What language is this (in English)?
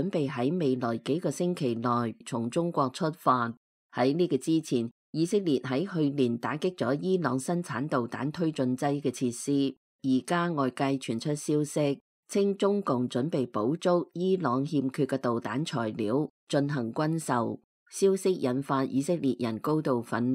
Cantonese